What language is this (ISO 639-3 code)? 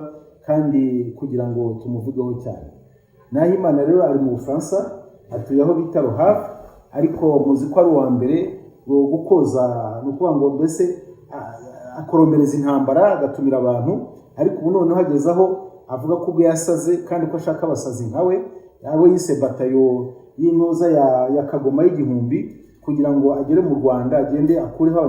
kin